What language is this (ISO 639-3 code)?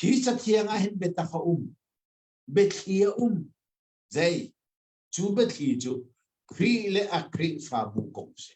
cnh